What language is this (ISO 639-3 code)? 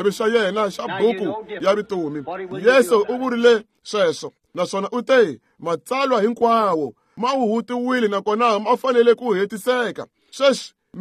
tso